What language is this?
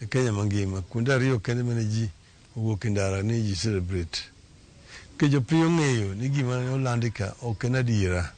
Luo (Kenya and Tanzania)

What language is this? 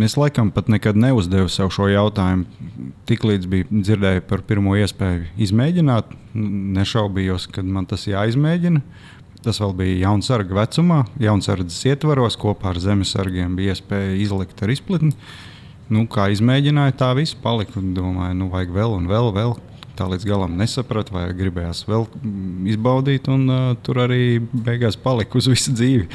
Latvian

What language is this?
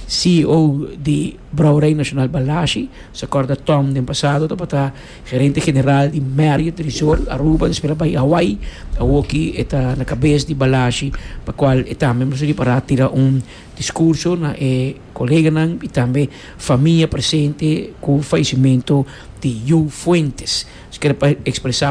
Papiamento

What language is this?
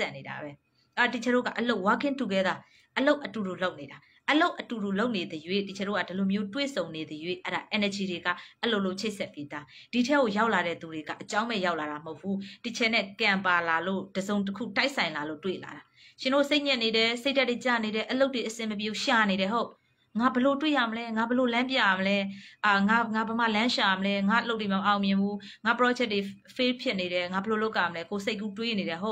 Burmese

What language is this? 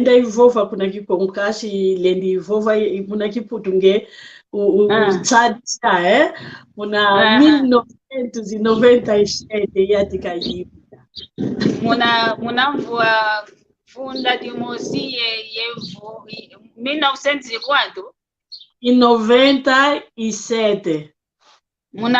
San Salvador Kongo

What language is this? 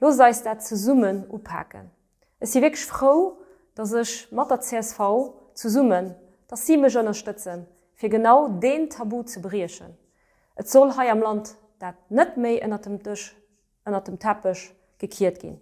Luxembourgish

